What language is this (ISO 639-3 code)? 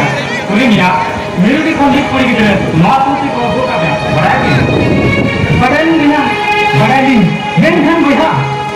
sat